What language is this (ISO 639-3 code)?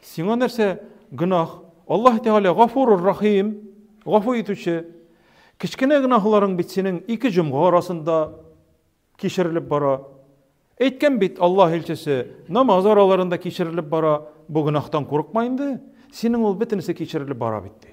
tat